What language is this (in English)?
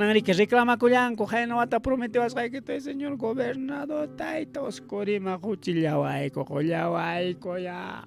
Ayacucho Quechua